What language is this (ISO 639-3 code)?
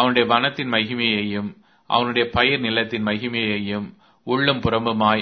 tam